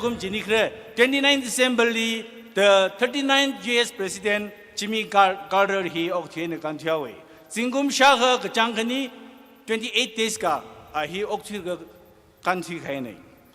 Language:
Tangkhul Naga (India)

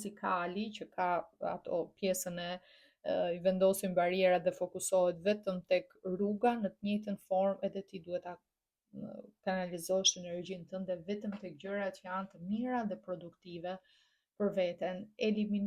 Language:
Albanian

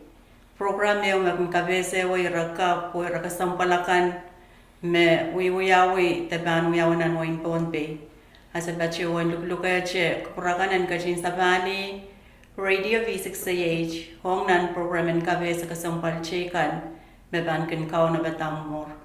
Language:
Pohnpeian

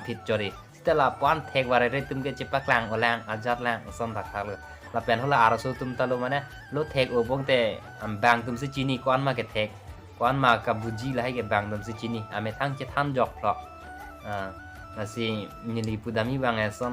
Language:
Karbi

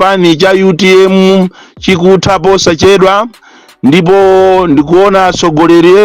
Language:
Nyanja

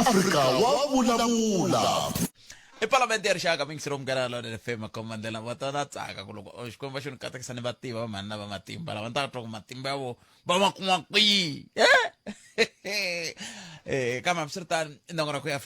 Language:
Tsonga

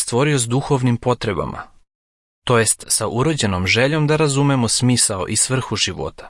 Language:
Serbian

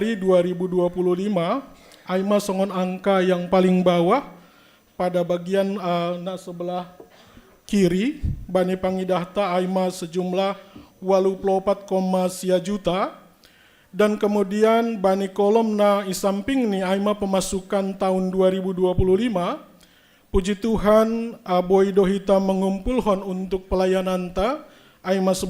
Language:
Batak Simalungun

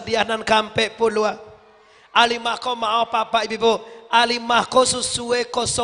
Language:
Minangkabau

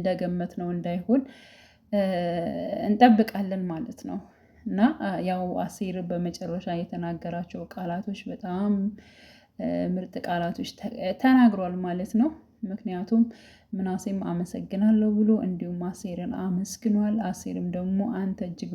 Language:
Amharic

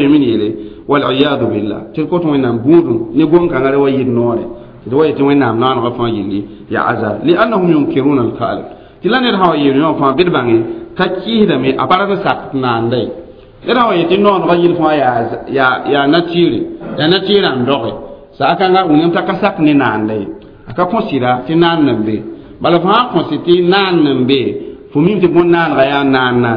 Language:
Mossi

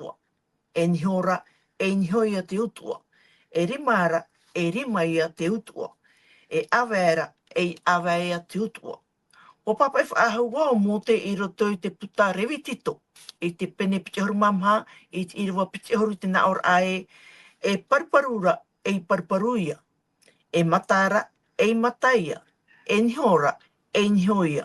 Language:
Tahitian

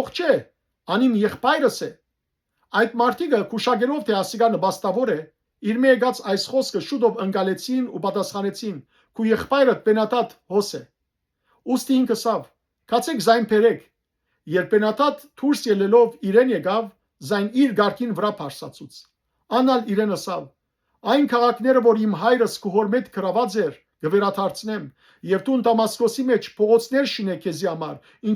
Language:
Western Armenian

